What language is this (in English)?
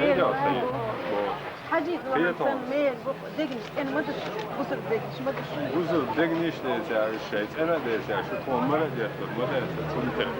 Chechen